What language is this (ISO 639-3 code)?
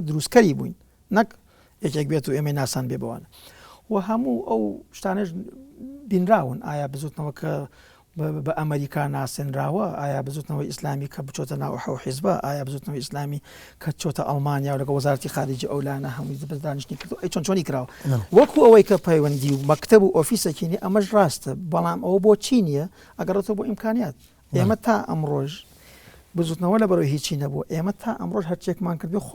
ckb